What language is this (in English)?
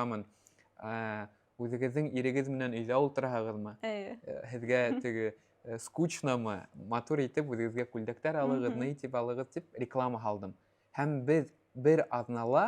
Bashkir